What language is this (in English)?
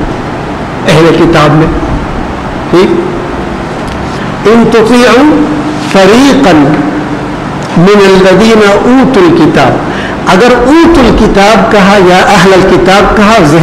Urdu